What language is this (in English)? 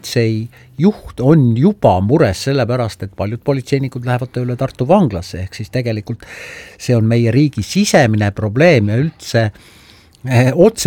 Estonian